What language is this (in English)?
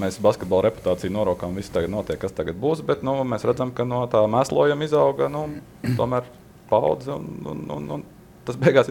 Latvian